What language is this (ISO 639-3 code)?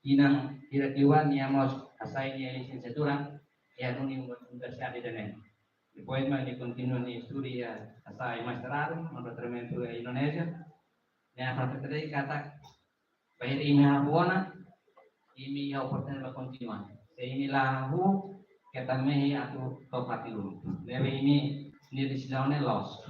tet